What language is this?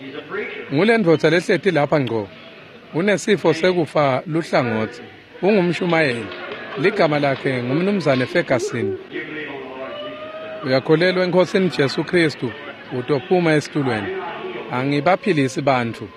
Swati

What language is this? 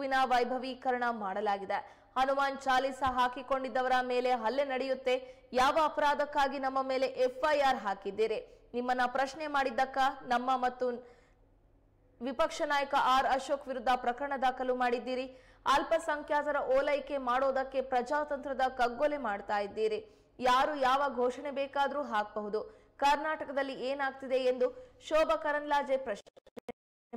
Kannada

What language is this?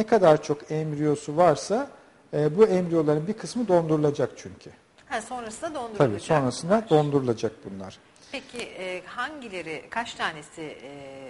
Turkish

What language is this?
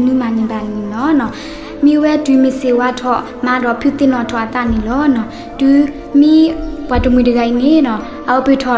S'gaw Karen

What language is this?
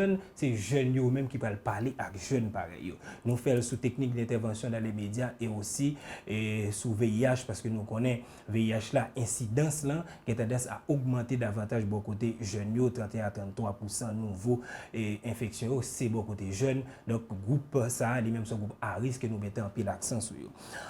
Haitian Creole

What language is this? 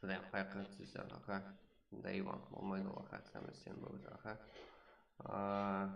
Kara-Kalpak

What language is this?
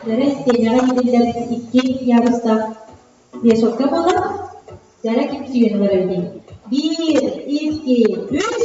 Yakut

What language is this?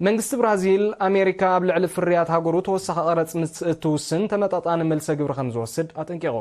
Tigrinya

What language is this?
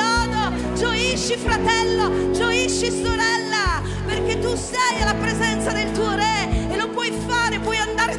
Italian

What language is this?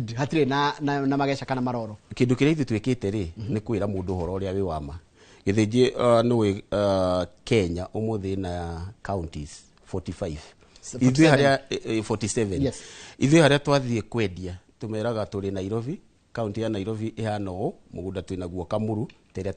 Kikuyu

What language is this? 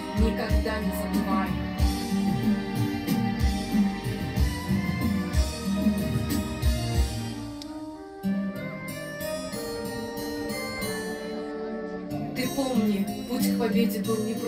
Russian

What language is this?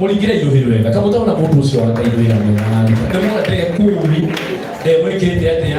Kikuyu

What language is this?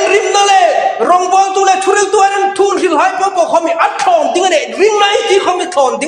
Hmar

